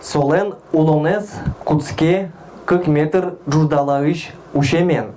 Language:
Udmurt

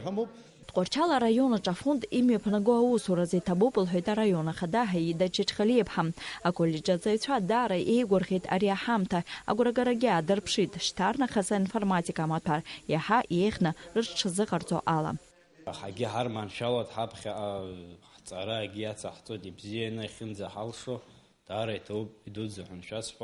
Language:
Abkhazian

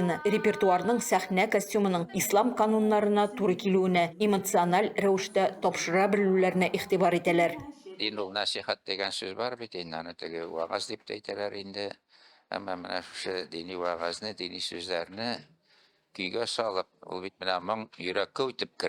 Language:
Tatar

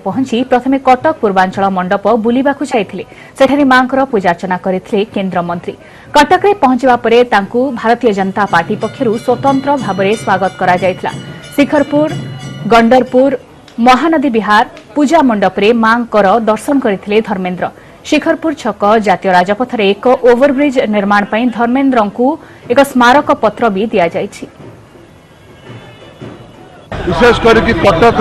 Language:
Odia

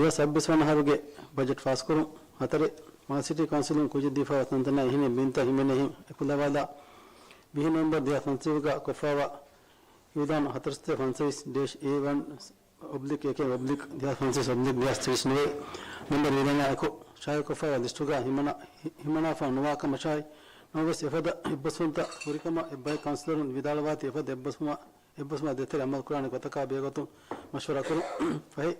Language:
Divehi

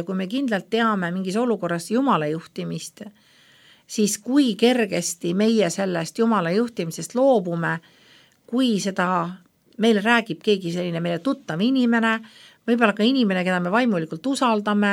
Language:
Estonian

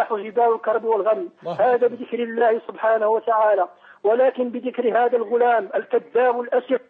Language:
Egyptian Arabic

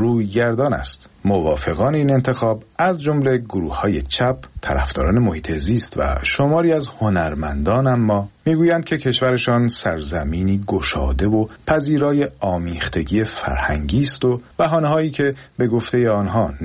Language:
Persian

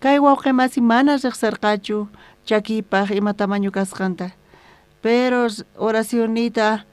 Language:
South Bolivian Quechua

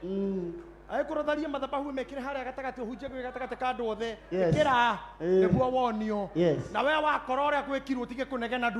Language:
Kikuyu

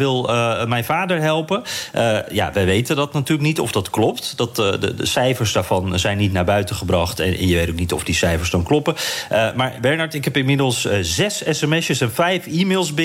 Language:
Dutch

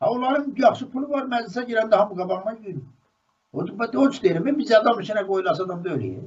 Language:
Azerbaijani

